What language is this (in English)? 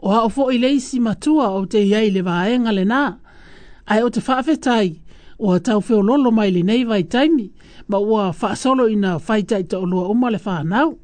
Samoan